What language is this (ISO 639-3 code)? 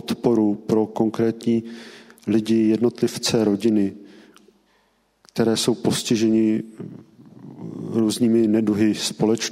ces